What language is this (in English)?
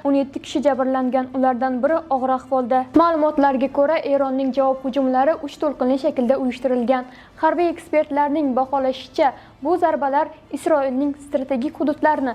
Uzbek